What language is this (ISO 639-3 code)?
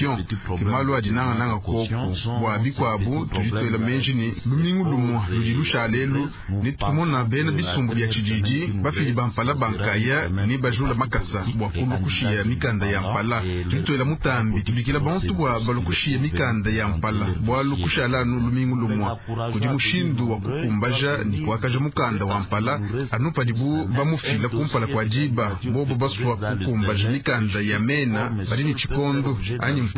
lua